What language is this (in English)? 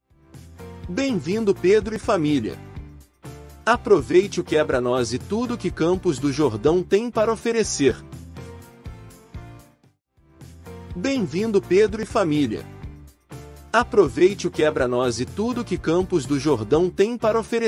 Portuguese